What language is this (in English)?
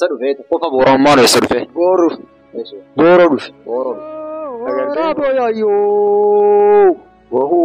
Oromo